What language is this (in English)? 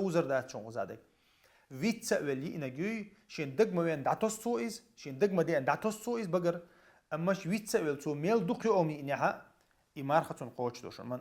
Chechen